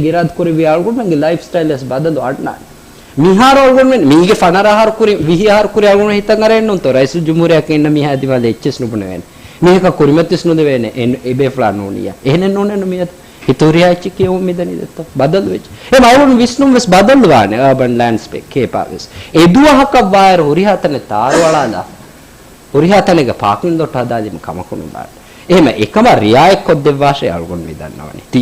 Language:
Divehi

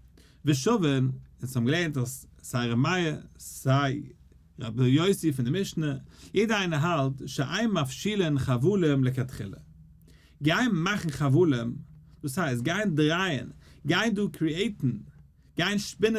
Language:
Yiddish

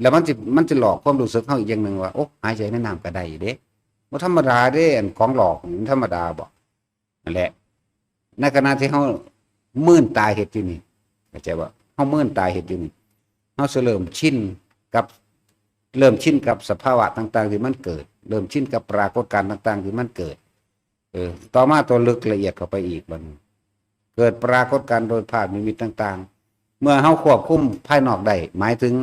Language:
Northeastern Thai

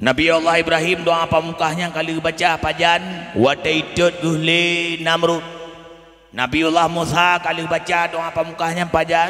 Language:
Achinese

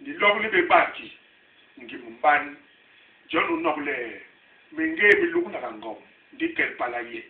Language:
Basaa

